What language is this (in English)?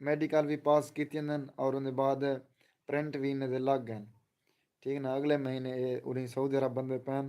Saraiki